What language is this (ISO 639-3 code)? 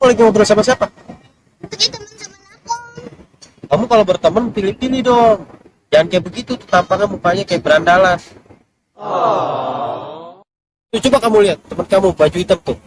bew